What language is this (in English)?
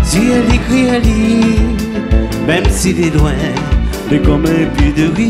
Réunion Creole French